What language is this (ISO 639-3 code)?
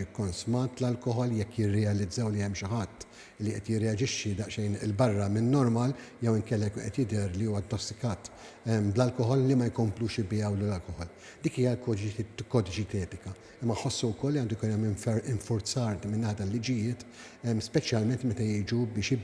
mlt